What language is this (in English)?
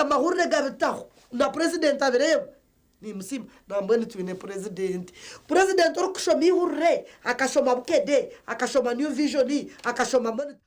Nyankole